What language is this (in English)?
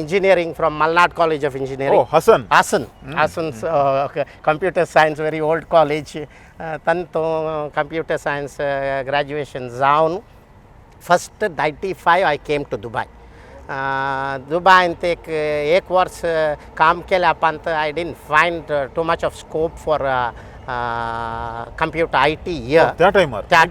Konkani